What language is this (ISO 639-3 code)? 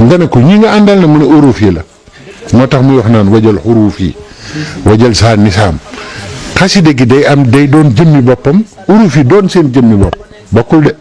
wol